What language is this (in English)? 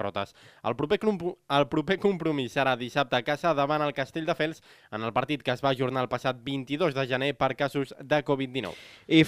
Catalan